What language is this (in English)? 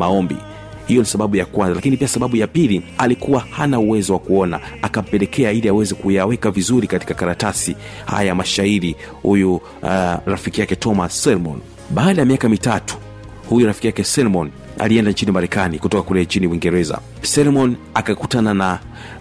Swahili